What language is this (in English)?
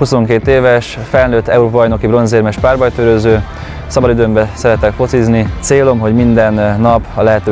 Hungarian